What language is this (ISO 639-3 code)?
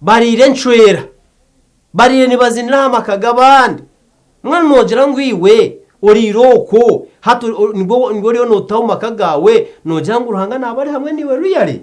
nyn